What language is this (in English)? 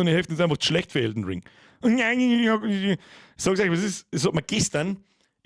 Bavarian